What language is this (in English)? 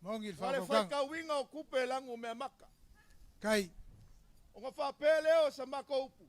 Samoan